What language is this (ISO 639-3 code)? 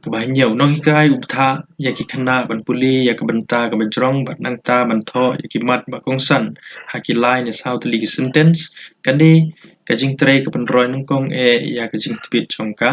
kha